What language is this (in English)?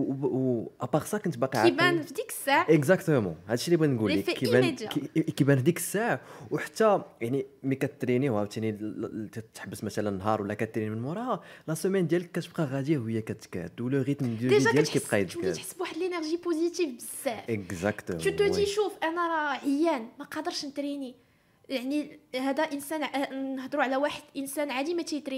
Moroccan Arabic